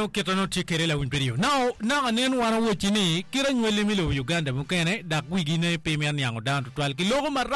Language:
Acoli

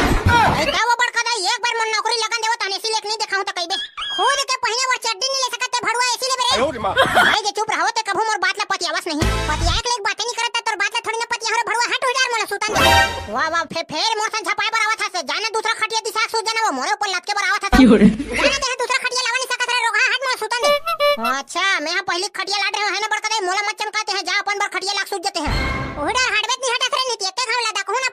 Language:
Chhattisgarhi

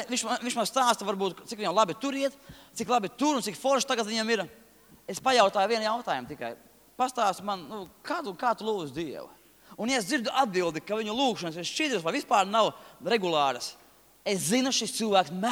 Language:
Latvian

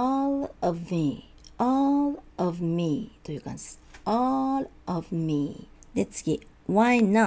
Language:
Japanese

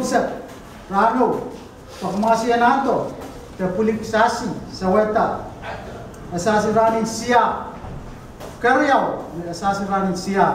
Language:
Pohnpeian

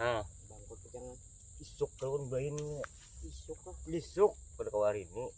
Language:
Banjar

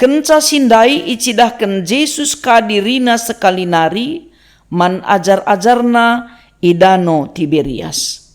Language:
Batak Karo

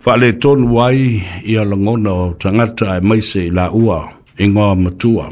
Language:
Samoan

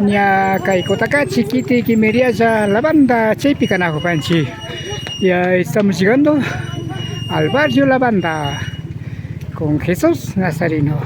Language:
Imbabura Highland Quichua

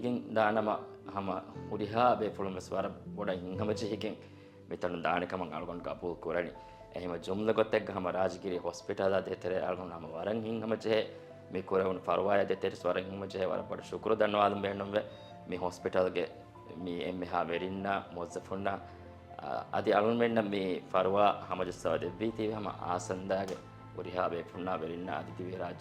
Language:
Divehi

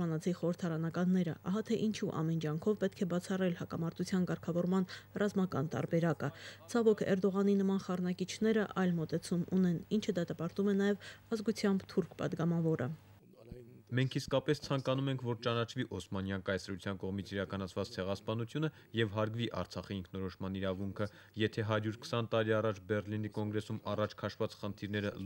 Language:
Armenian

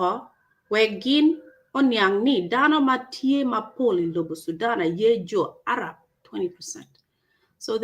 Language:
Acoli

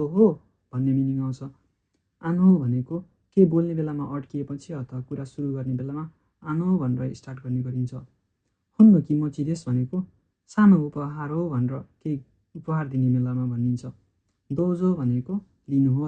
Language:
Nepali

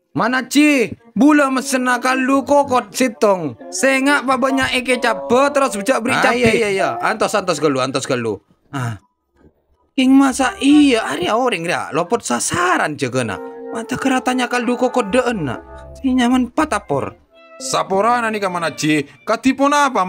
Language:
Madurese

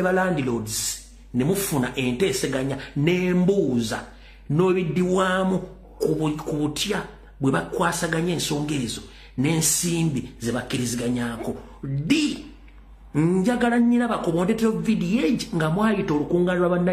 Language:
Ganda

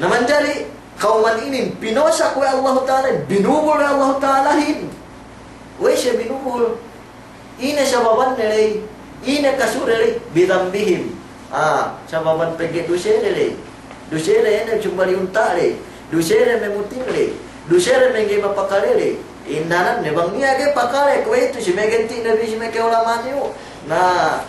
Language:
Yakan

